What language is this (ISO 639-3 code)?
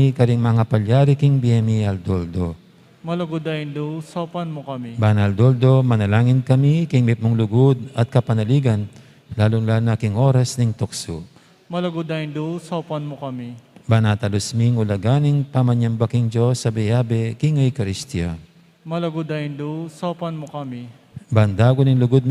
pam